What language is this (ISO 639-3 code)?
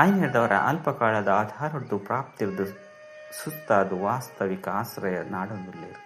tcy